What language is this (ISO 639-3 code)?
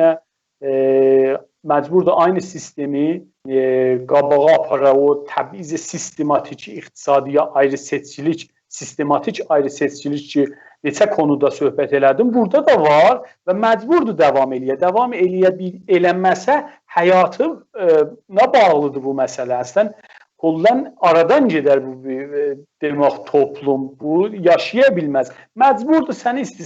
azb